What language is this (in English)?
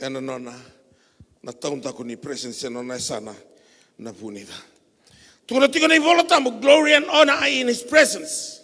Fijian